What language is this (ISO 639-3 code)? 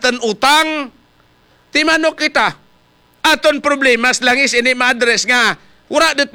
hil